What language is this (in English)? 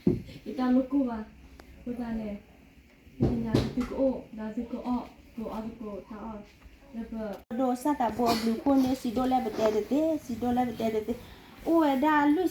S'gaw Karen